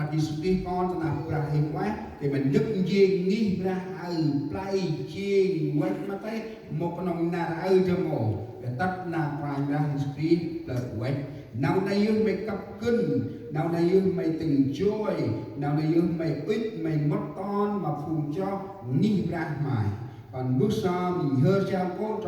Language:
Central Mnong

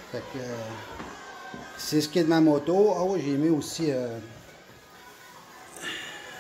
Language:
French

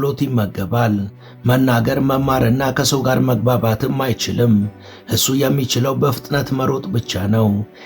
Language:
Amharic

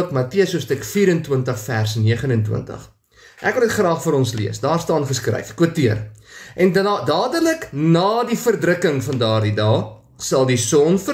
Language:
Afrikaans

